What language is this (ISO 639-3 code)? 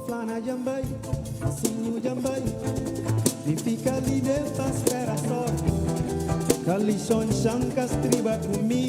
kea